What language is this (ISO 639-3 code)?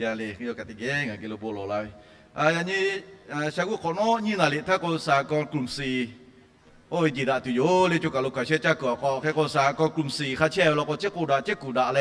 lhu